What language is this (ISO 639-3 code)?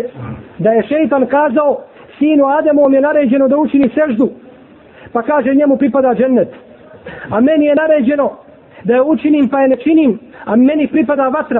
bos